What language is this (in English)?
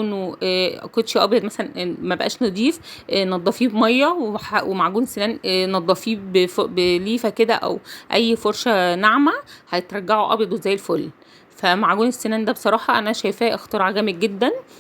Egyptian Arabic